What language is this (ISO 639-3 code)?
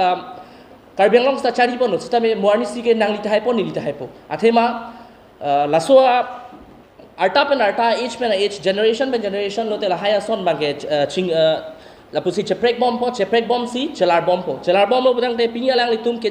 mjw